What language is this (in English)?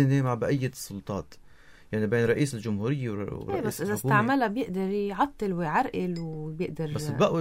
North Levantine Arabic